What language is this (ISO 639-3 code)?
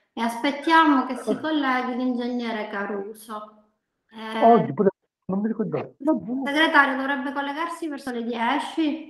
ita